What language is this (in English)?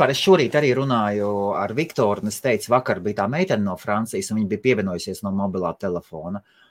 Latvian